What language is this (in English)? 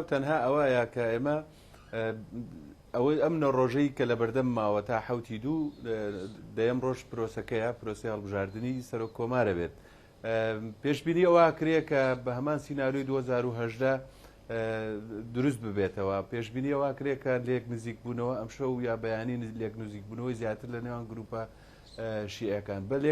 Central Kurdish